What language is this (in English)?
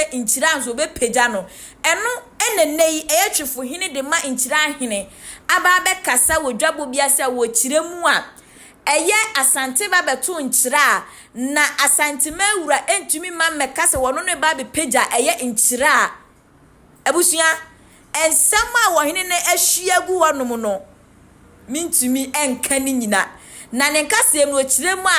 Akan